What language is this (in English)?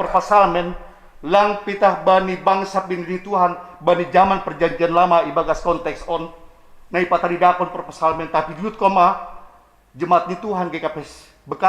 Batak Simalungun